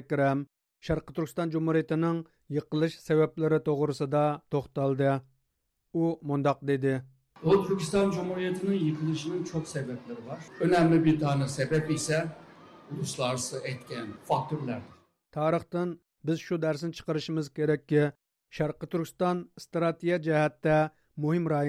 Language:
Uyghur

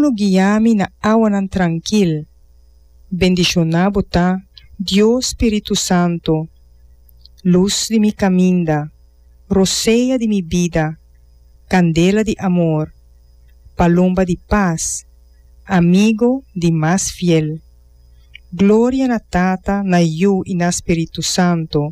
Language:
Papiamento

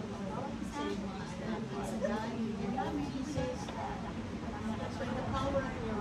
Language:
Filipino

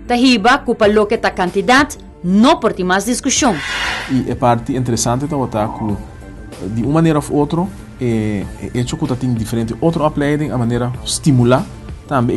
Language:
Papiamento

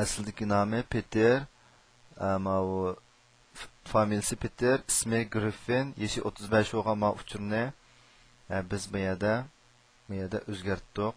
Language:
Uyghur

